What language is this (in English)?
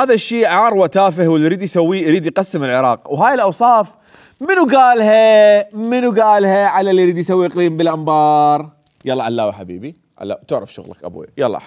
Mesopotamian Arabic